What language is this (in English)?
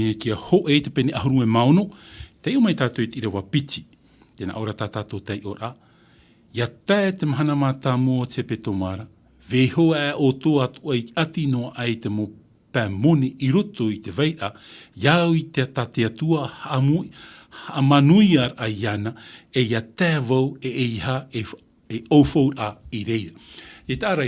Tahitian